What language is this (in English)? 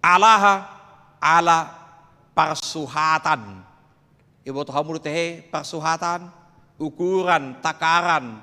Batak Toba